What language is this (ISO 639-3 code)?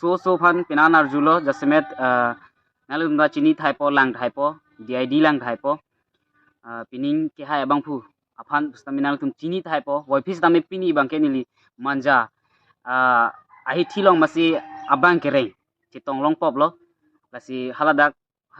mjw